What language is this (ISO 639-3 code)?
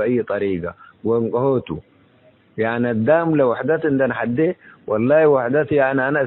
tig